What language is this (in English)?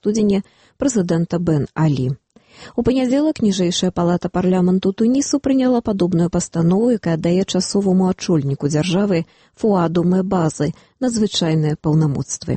Belarusian